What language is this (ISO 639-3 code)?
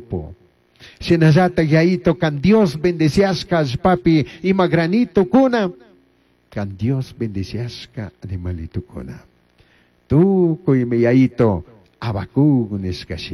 qug